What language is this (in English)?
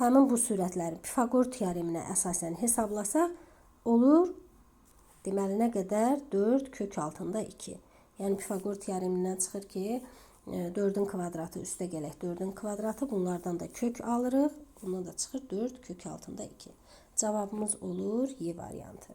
Azerbaijani